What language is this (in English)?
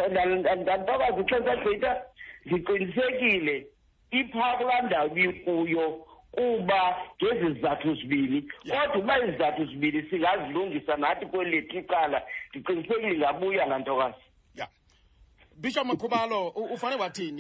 Xhosa